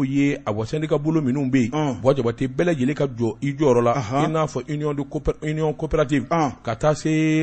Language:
Bambara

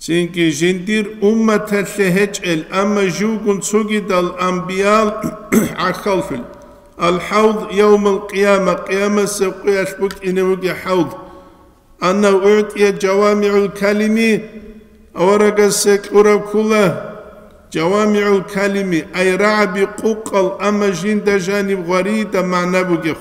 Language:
Avaric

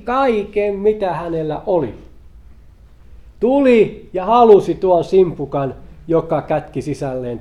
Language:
Finnish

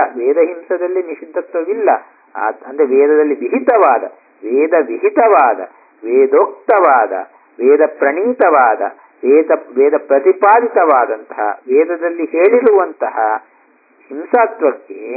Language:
Kannada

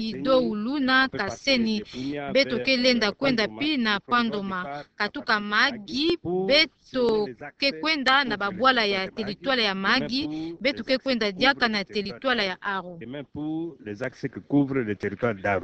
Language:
Kituba (Democratic Republic of Congo)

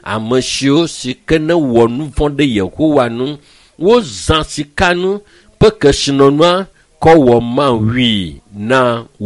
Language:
Ewe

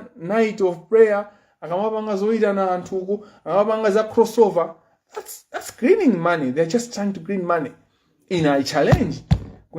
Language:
Nyanja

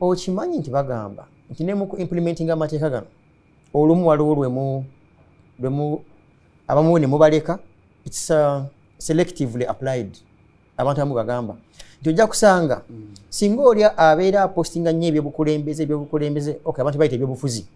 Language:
Ganda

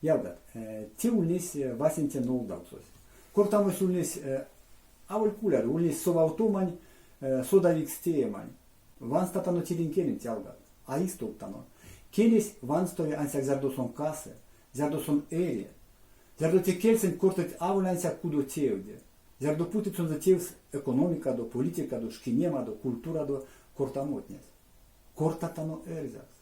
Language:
Erzya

